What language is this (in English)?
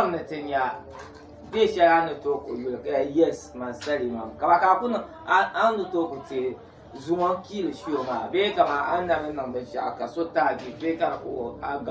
Dagbani